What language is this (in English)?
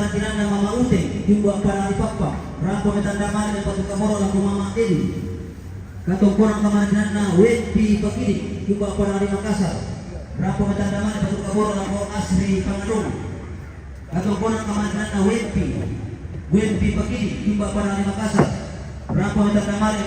Toraja-Sa'dan